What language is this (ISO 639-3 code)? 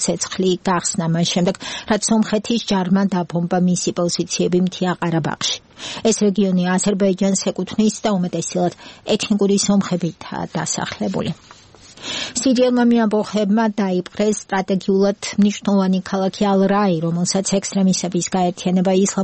kat